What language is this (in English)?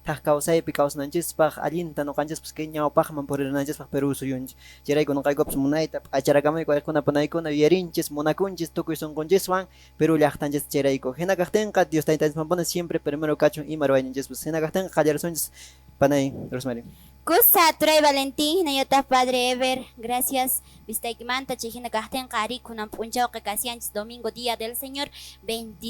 Quechua